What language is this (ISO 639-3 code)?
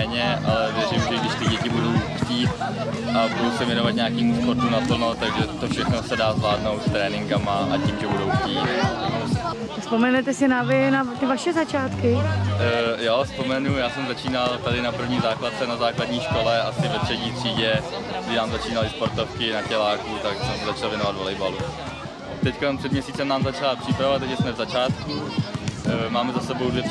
ces